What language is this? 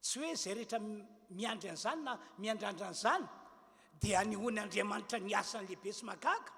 Malagasy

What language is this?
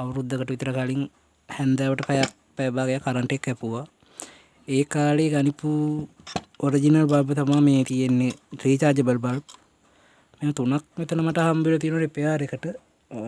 Sinhala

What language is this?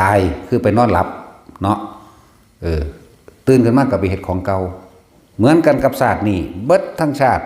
Northeastern Thai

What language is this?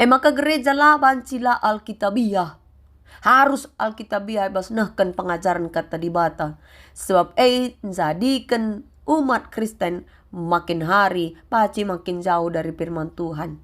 Batak Karo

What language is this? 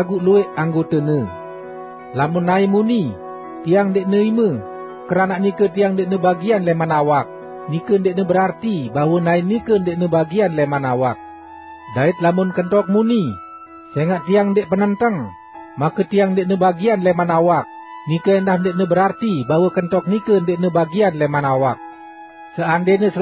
Sasak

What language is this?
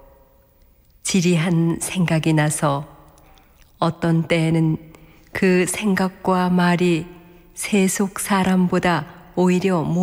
Korean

